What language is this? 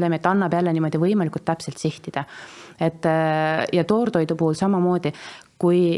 Estonian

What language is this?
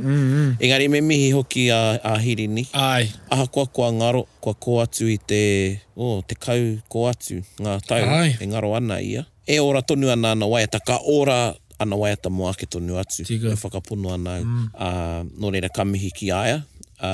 Māori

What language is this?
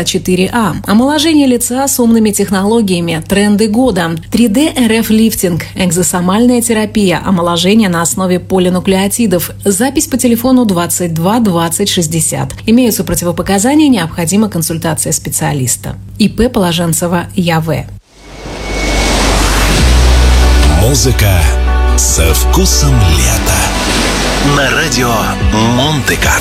Russian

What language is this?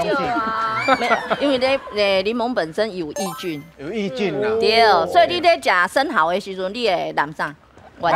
Min Nan Chinese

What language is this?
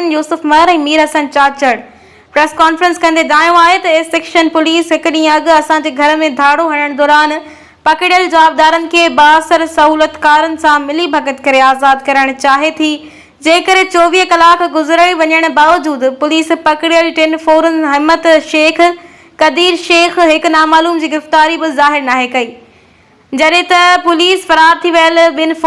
Sindhi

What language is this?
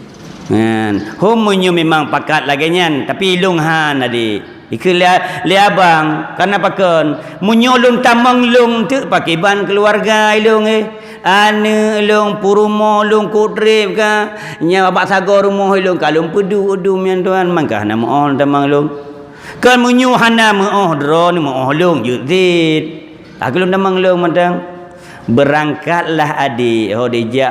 Achinese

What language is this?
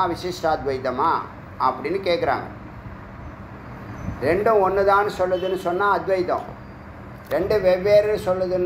Tamil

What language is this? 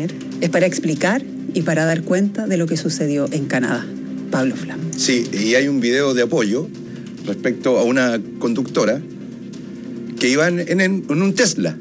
Spanish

